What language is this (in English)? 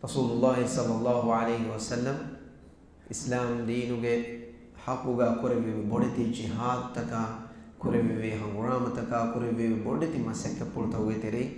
Divehi